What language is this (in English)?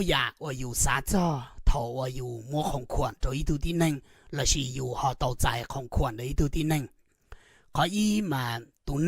Hmong